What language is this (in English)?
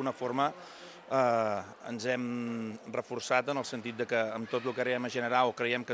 Catalan